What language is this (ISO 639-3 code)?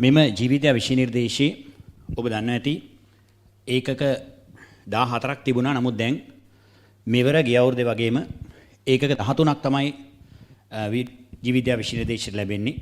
sin